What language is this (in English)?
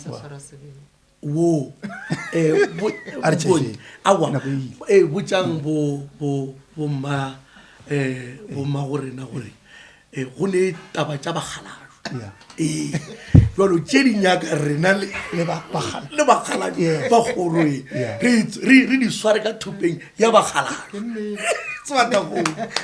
Northern Sotho